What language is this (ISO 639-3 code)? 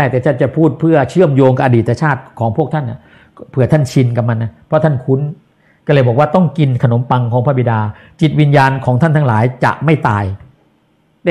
tha